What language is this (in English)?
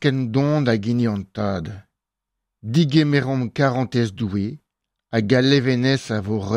Breton